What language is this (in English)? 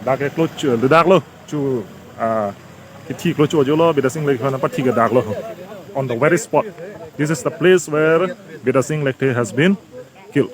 Karbi